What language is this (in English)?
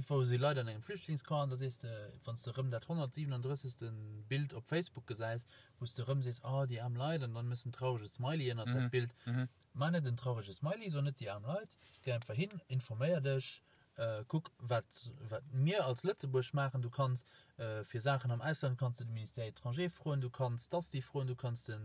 Luxembourgish